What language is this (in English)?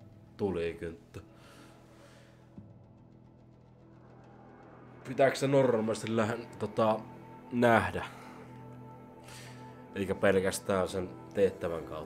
Finnish